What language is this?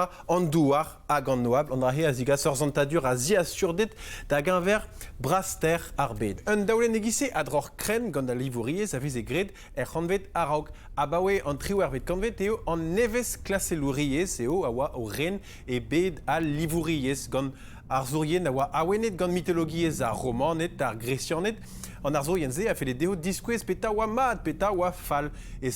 Breton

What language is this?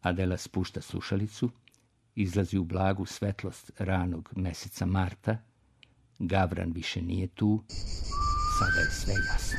Serbian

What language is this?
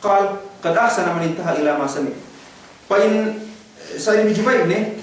Yakan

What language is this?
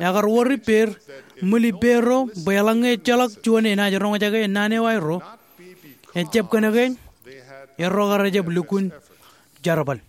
Marshallese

